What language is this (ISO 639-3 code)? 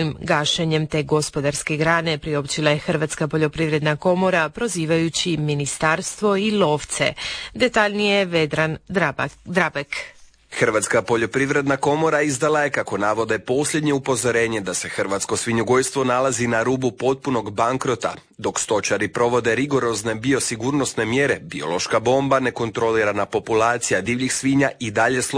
hrv